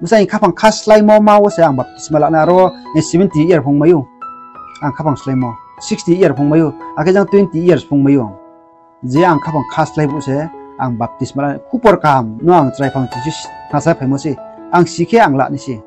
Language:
Riang (India)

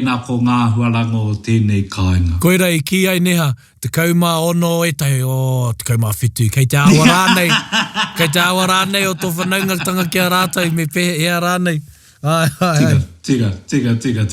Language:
Māori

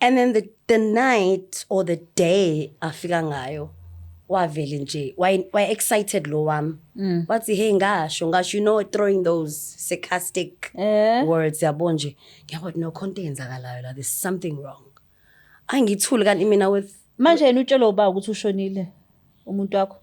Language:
Zulu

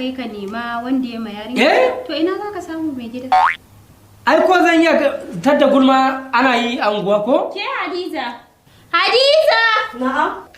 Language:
Hausa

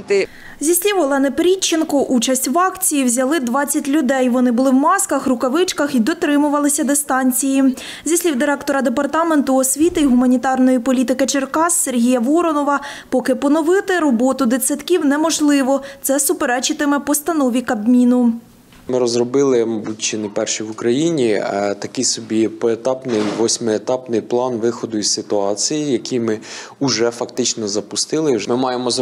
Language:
Ukrainian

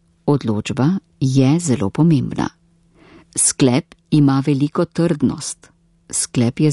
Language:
Slovenian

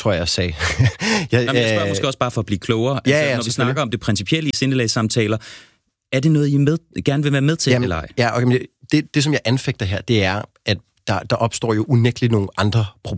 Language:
Danish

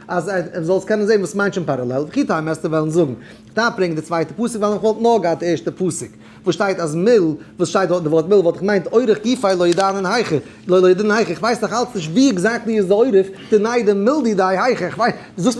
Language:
Yiddish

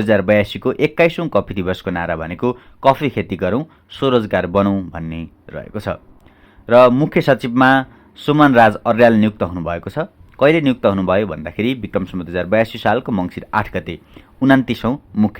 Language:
Nepali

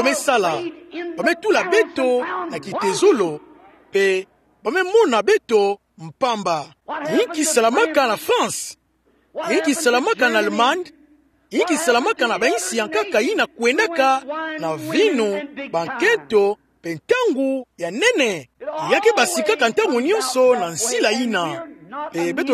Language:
Kituba (Democratic Republic of Congo)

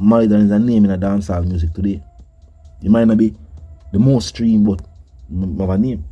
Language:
Jamaican Creole English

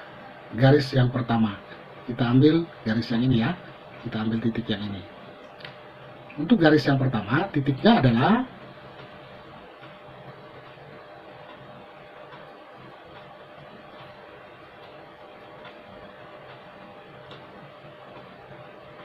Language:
Indonesian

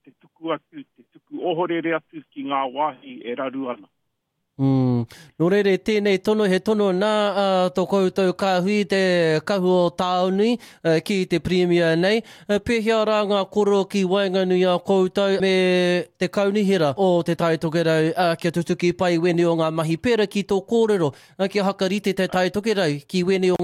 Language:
Māori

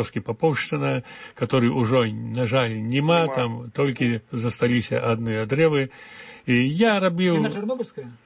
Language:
Belarusian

